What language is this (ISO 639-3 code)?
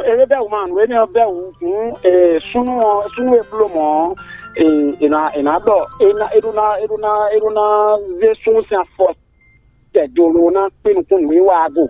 fon